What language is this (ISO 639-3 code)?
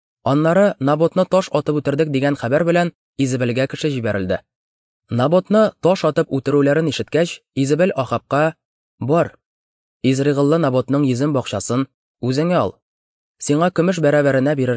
tat